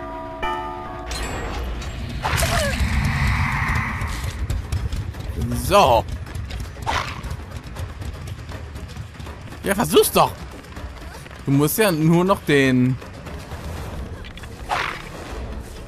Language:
German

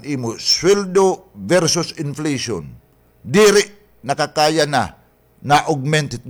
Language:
Waray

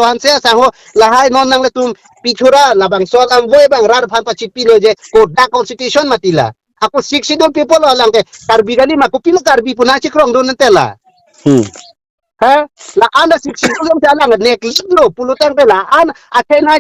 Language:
Karbi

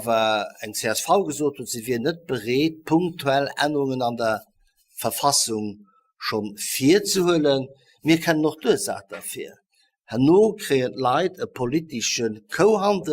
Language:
Luxembourgish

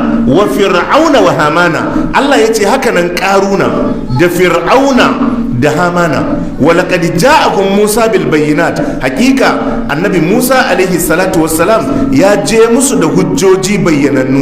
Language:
Hausa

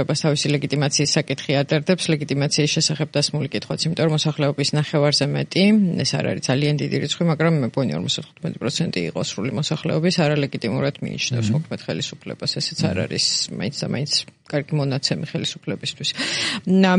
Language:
Georgian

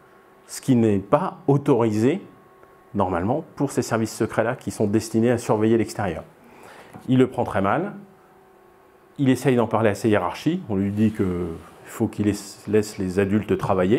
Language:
French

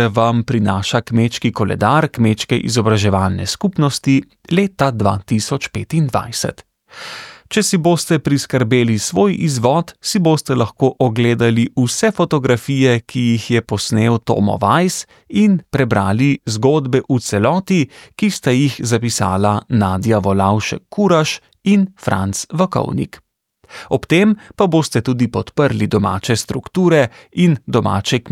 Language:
Slovenian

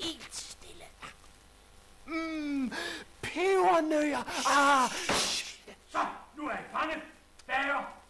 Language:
Danish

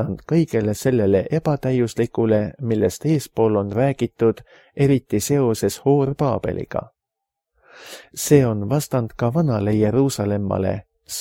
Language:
Estonian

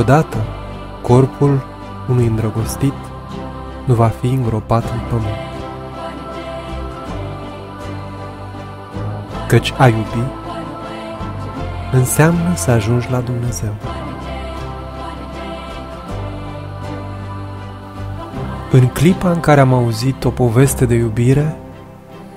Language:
Romanian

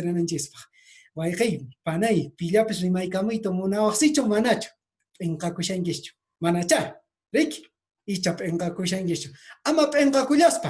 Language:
Quechua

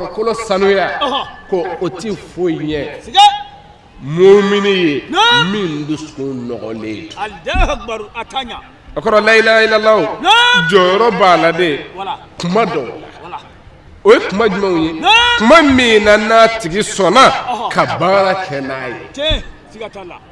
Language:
Bambara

